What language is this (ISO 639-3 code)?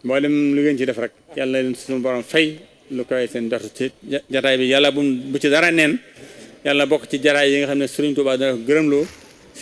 wol